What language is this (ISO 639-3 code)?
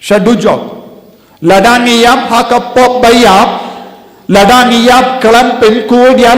kha